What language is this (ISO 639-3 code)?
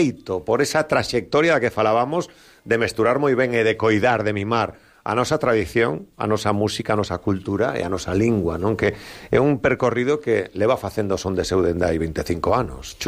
glg